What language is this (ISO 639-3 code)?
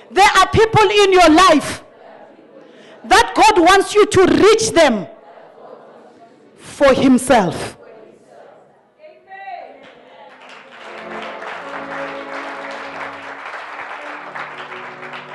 eng